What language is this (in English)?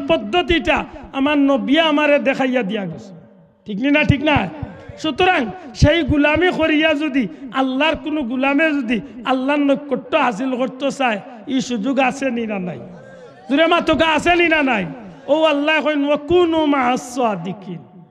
Sylheti